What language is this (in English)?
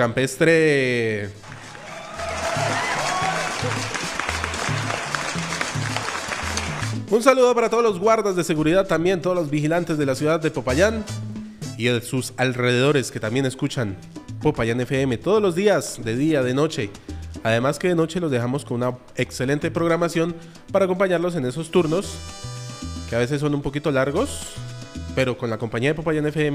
Spanish